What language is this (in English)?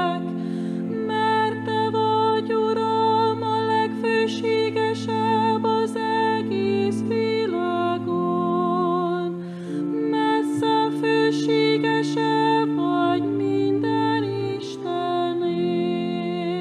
Hungarian